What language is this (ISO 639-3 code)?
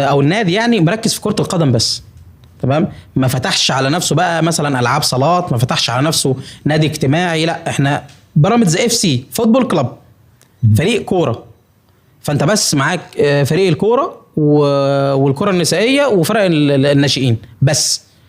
arz